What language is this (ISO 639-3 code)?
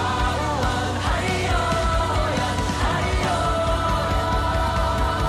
zho